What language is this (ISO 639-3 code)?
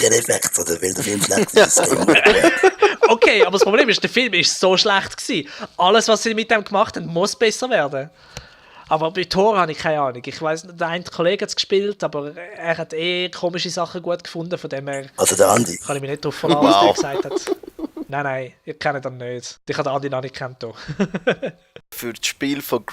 gsw